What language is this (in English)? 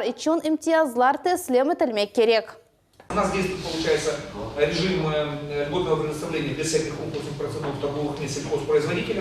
Crimean Tatar